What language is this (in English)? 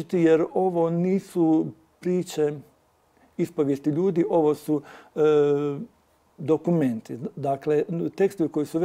Bosnian